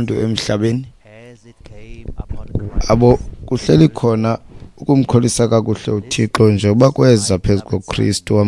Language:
Xhosa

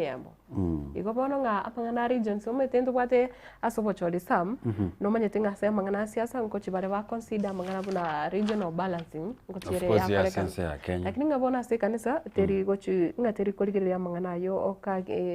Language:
Gusii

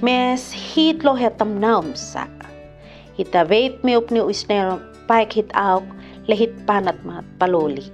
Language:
Kupang Malay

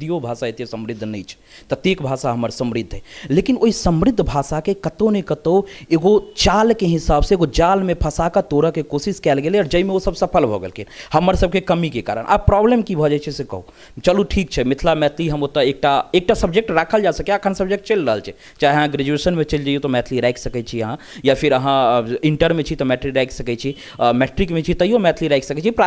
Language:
Maithili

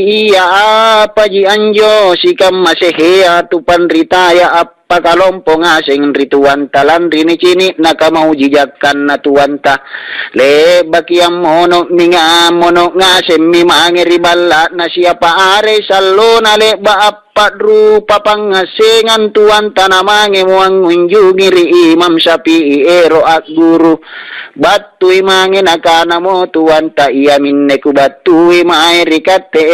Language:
Makasar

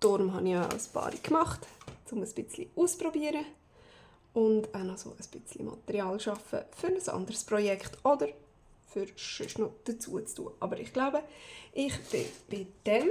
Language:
Swiss German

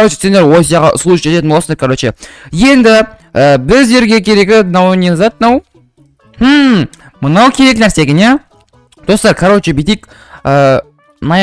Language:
Kazakh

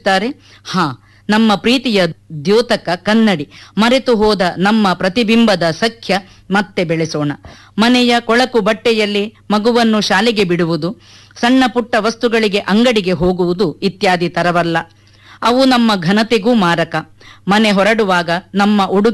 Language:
Kannada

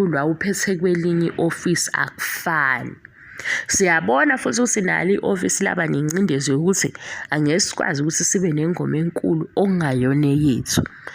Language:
Zulu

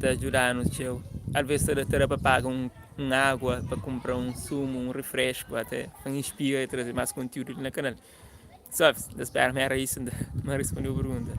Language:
Kabuverdianu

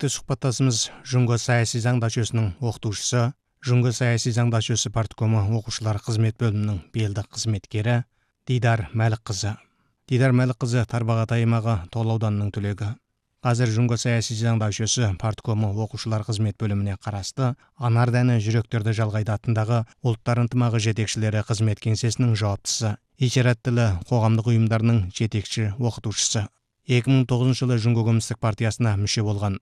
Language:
Kazakh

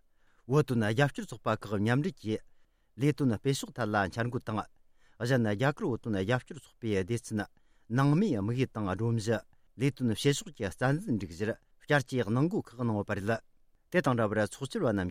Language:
Tibetan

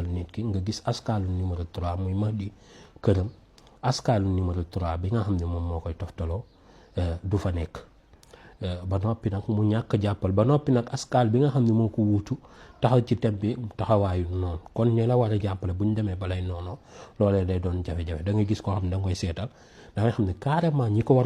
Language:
Wolof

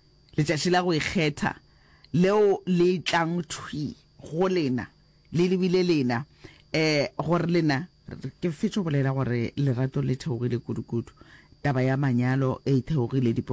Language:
Northern Sotho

